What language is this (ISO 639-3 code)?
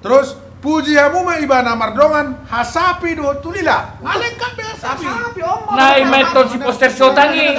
bbc